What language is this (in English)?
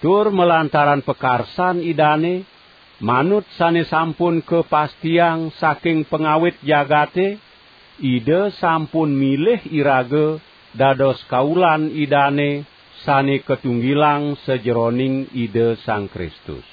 Balinese